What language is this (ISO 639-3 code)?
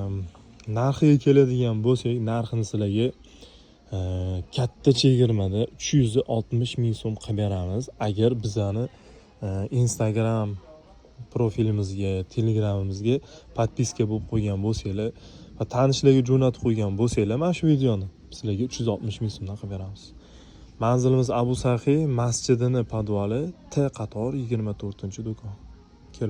uzb